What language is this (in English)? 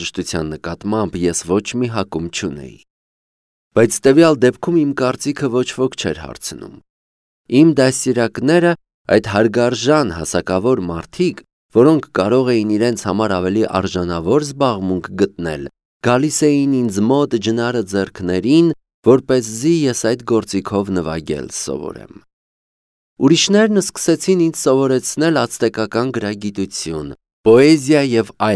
Armenian